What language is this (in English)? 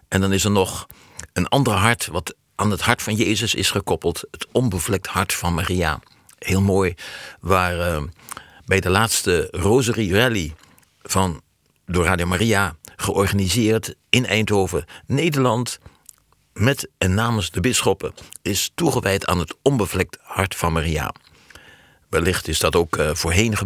Dutch